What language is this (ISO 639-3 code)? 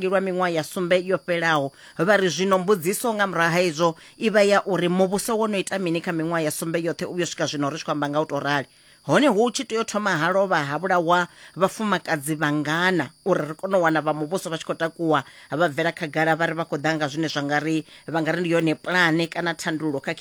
ven